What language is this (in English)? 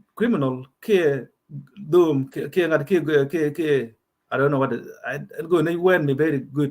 Nuer